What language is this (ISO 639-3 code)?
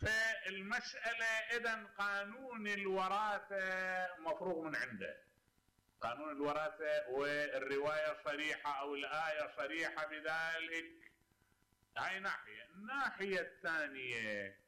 acm